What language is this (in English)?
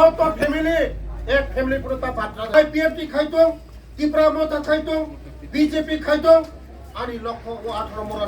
Kok Borok